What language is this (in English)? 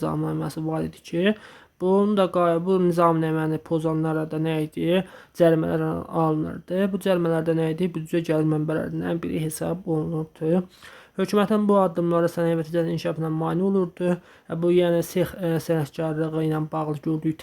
Azerbaijani